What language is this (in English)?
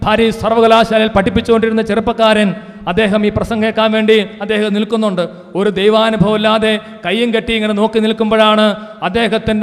Malayalam